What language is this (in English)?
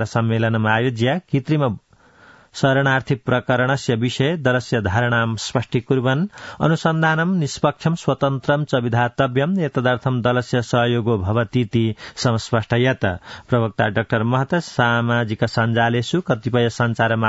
Sanskrit